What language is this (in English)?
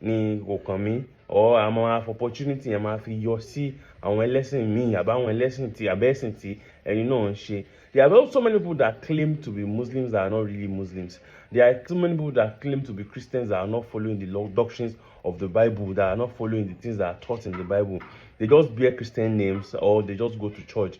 Yoruba